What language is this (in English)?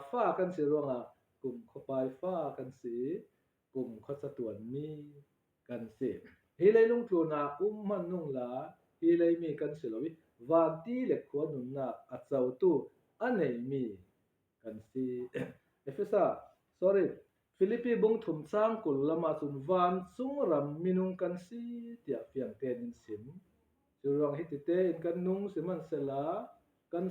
Falam Chin